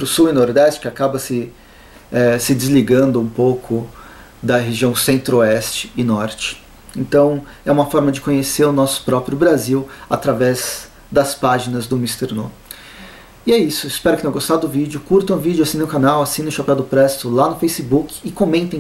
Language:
Portuguese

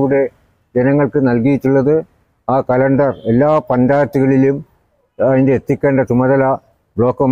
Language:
Malayalam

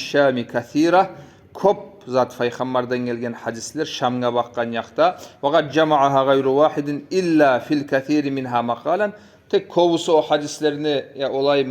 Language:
Kumyk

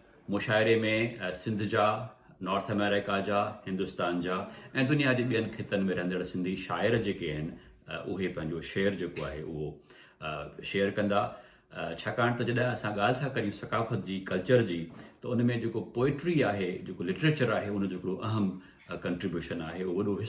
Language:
Sindhi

